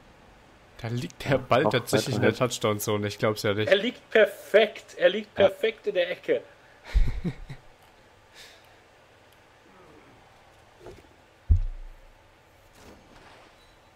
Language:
German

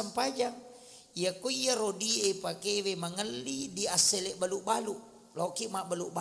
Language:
Buginese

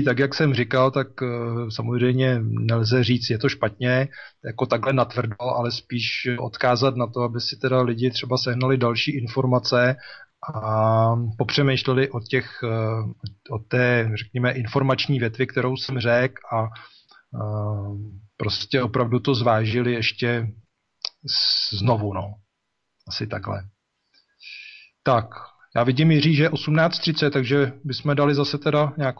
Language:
Czech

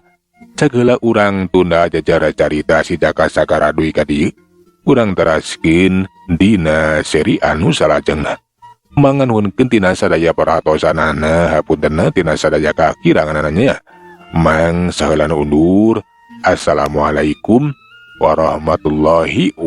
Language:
Sundanese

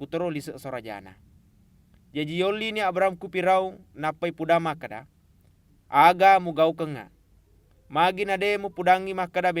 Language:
Buginese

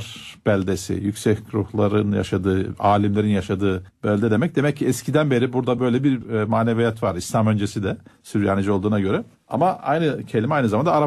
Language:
Turkish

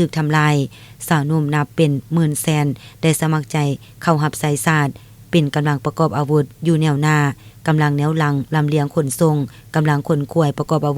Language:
Lao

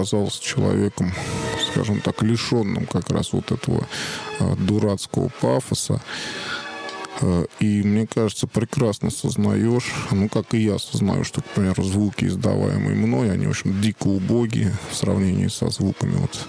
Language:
Russian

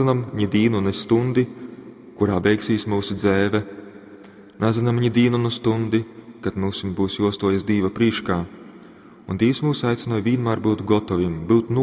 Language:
Latgalian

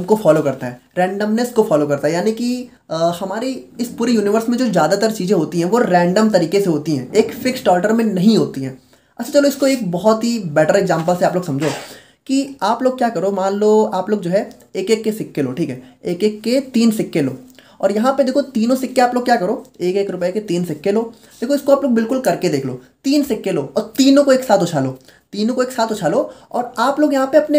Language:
Hindi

